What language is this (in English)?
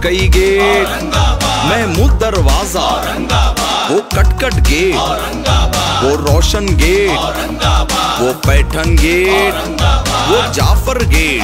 Hindi